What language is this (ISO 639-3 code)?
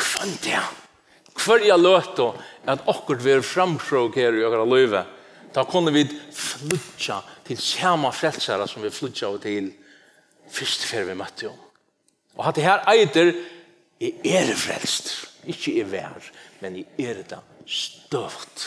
fao